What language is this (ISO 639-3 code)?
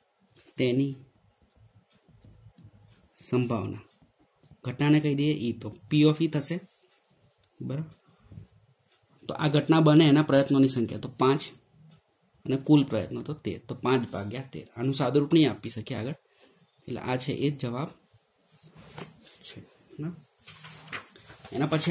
guj